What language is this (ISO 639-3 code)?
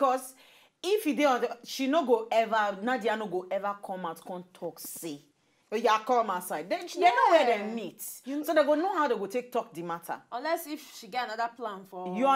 pcm